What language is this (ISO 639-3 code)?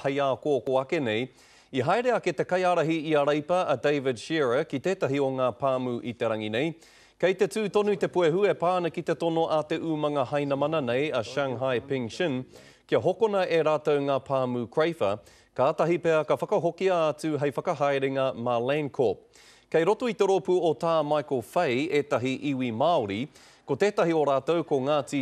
mri